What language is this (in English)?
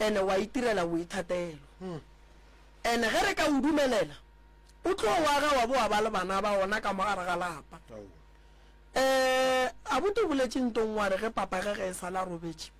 Northern Sotho